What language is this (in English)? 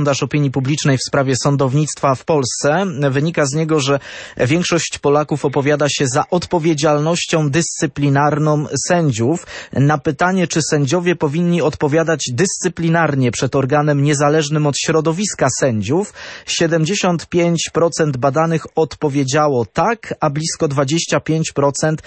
Polish